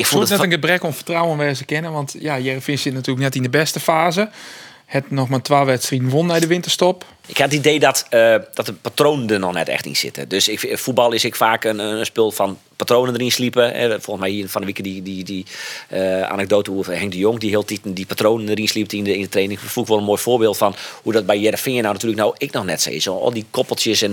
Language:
Western Frisian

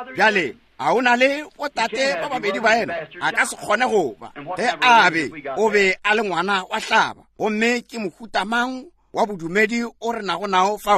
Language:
Northern Sotho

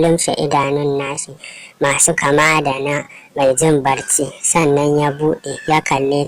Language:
Hausa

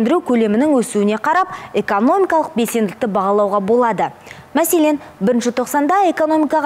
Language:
Kazakh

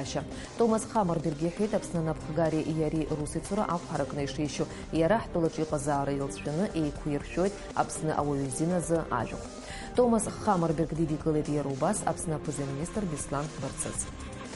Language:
Abkhazian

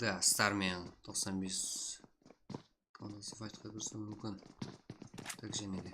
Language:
Kara-Kalpak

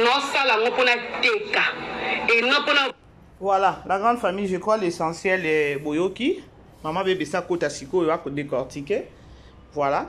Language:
Lingala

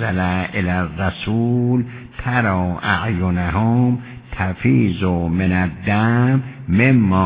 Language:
Persian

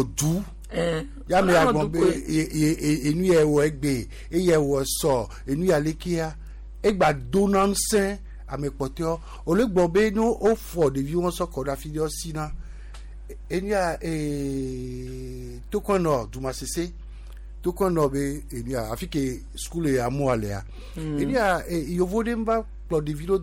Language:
Gen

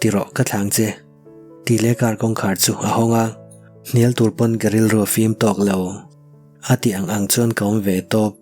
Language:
Mizo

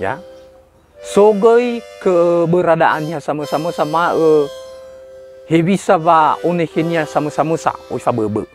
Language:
Nias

